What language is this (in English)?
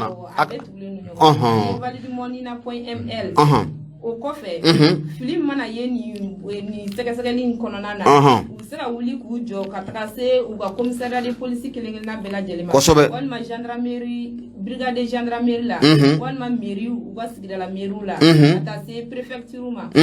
Bambara